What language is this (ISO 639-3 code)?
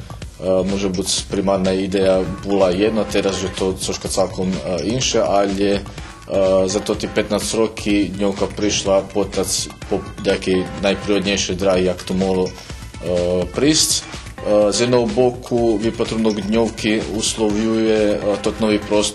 rue